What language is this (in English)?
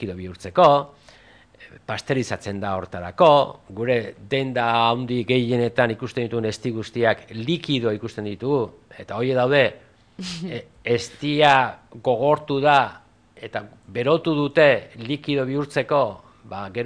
Basque